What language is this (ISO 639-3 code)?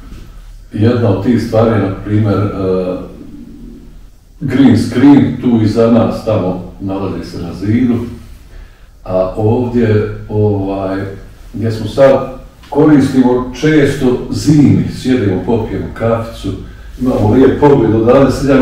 bos